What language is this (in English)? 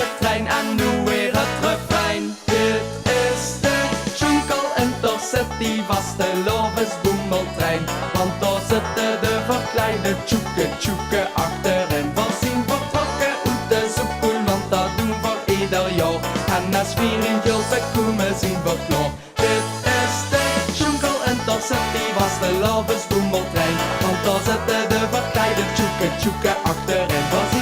Limburgish